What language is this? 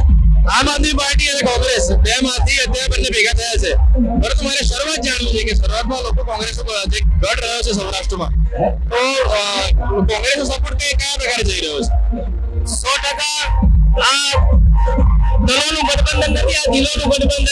Gujarati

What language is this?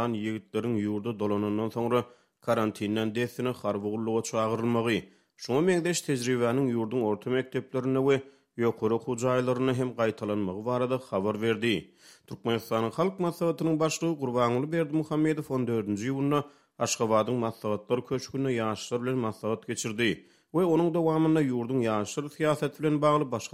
Turkmen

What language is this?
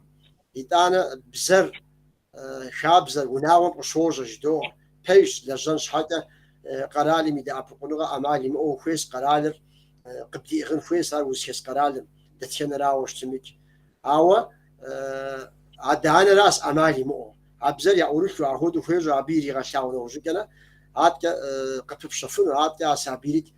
Kabardian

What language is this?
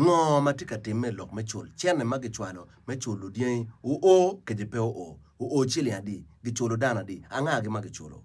Acoli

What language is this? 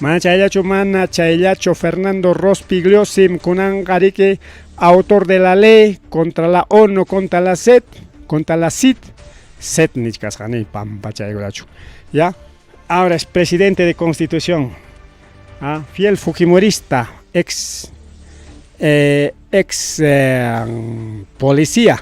Ayacucho Quechua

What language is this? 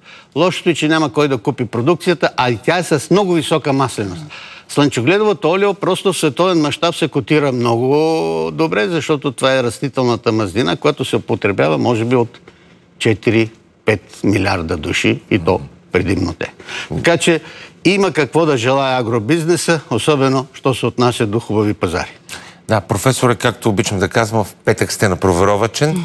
Bulgarian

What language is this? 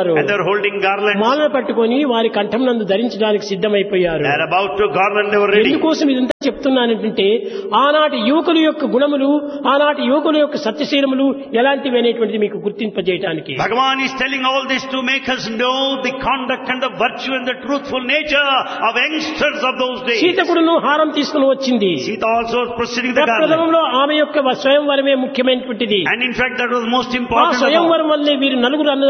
Telugu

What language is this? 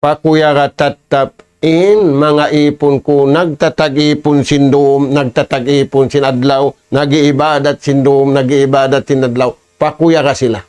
Tausug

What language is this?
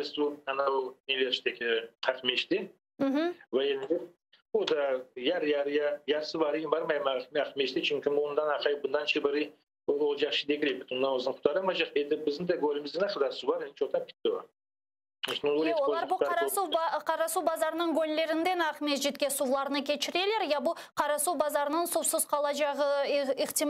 Crimean Tatar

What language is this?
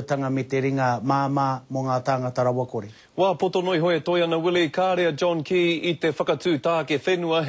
Māori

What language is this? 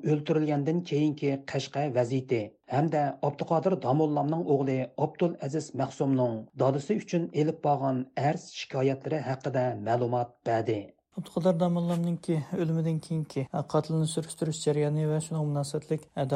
Uyghur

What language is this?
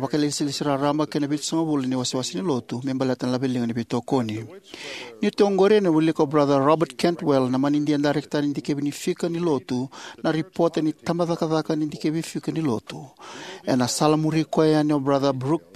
Fijian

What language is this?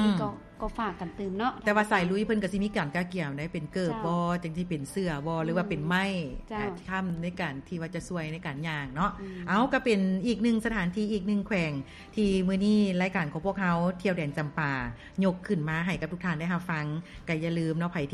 Lao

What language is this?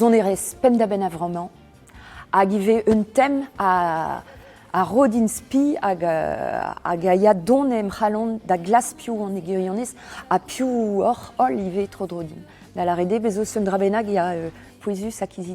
Breton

